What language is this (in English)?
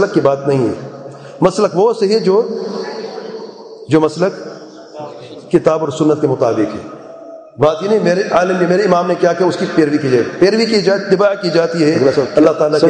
Urdu